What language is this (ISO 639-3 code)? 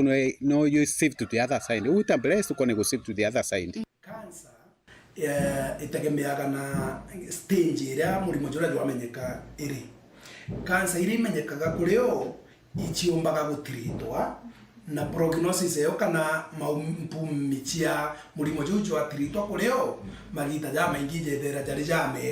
mer